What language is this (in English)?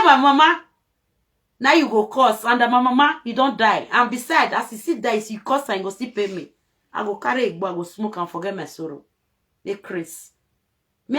Nigerian Pidgin